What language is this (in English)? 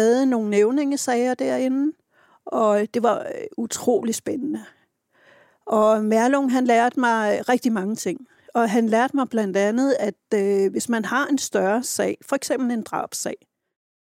Danish